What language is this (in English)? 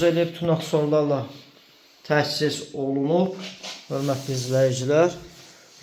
Azerbaijani